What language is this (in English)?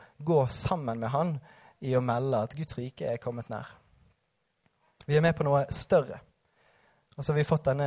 Norwegian